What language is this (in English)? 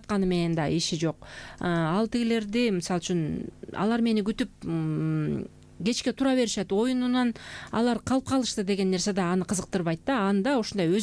Kyrgyz